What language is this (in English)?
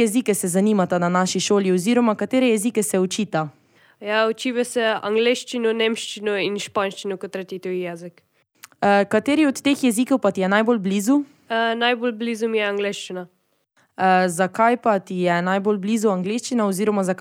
Slovenian